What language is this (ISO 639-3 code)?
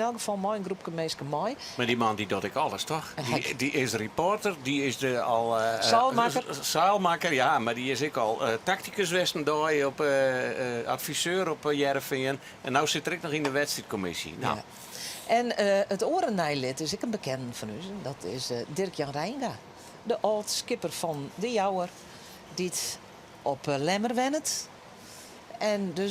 fry